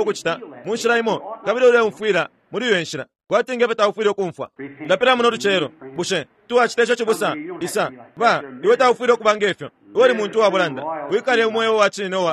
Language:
Bemba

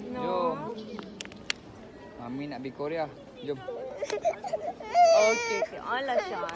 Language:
Malay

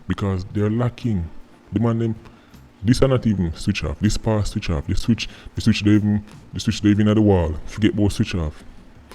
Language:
Jamaican Creole English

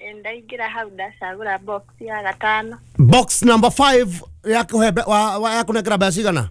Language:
Kikuyu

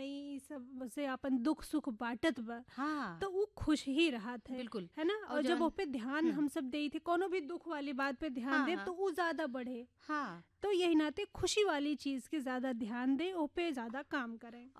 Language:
Bhojpuri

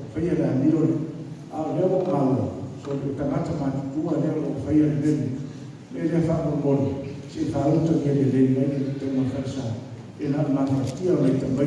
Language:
Samoan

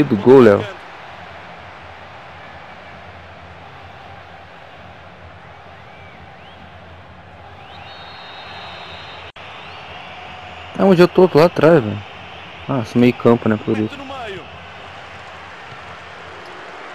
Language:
Portuguese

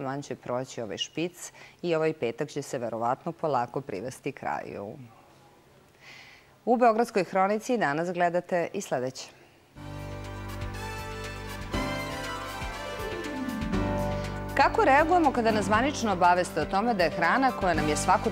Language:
Serbian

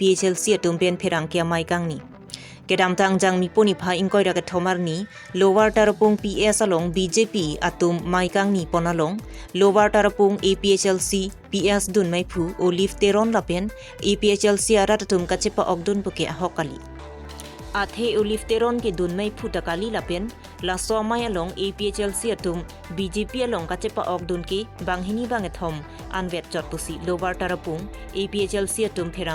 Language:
Karbi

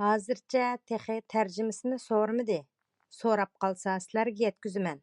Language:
Uyghur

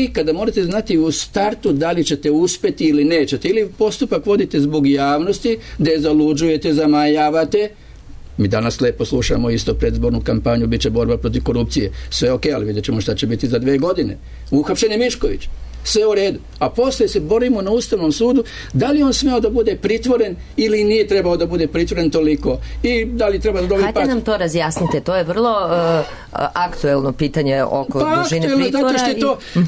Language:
Serbian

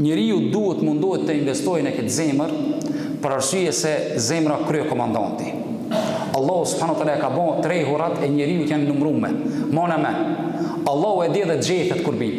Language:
Albanian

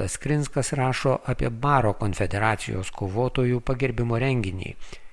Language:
Lithuanian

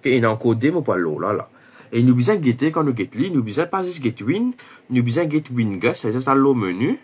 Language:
Morisyen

